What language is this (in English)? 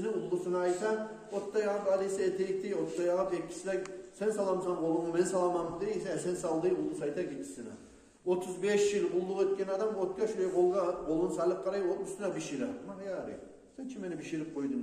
Kumyk